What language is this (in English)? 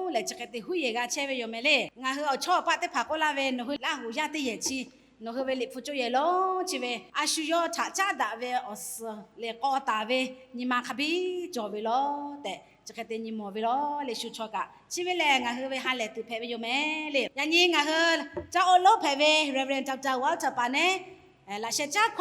Lahu